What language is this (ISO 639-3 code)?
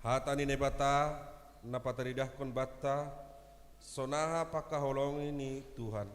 bts